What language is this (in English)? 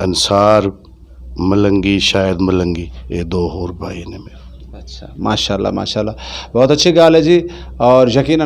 Saraiki